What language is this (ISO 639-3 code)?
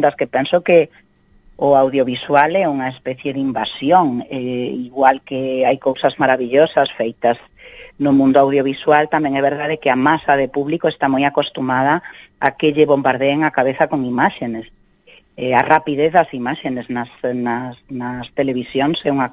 glg